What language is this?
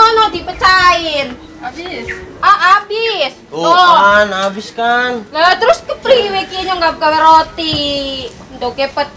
Betawi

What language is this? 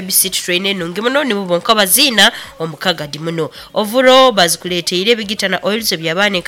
Nyoro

